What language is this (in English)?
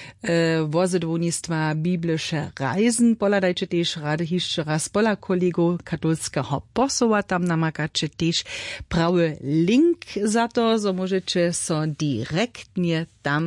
Upper Sorbian